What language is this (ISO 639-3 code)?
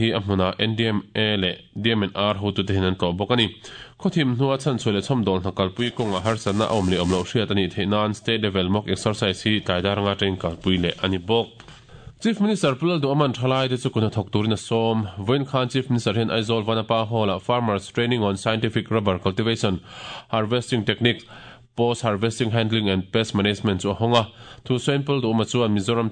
lus